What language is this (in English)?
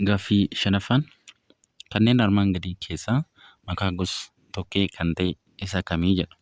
Oromo